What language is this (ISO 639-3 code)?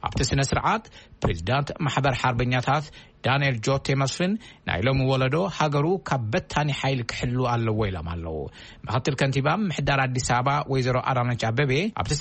tir